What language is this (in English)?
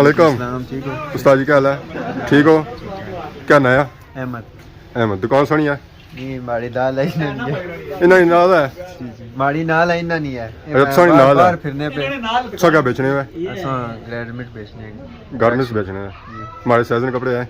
Pahari-Potwari